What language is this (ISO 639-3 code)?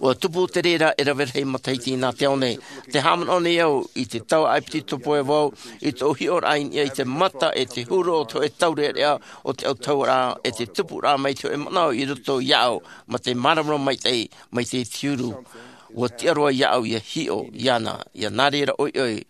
tah